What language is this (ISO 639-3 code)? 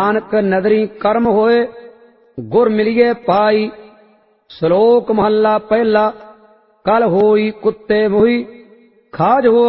pan